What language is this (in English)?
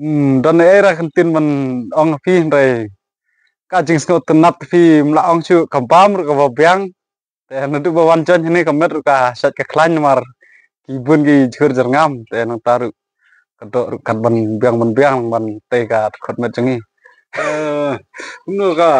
Khasi